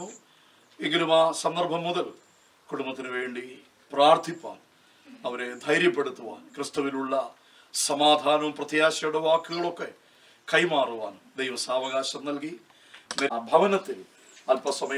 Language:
Malayalam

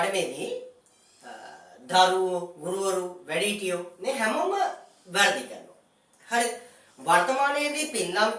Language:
Sinhala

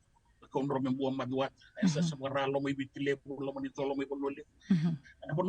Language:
Fijian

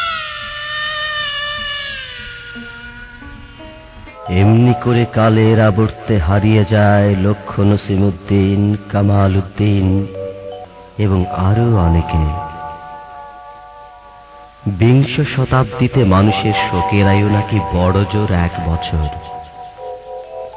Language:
Bangla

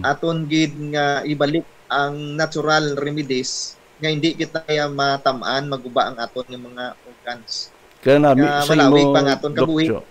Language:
Hiligaynon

